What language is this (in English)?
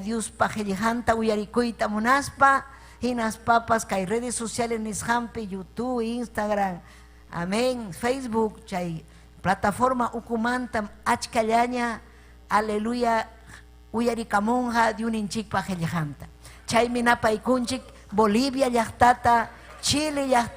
Ayacucho Quechua